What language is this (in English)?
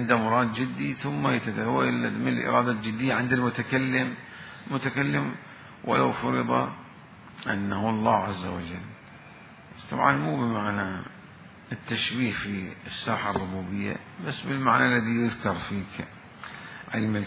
Mesopotamian Arabic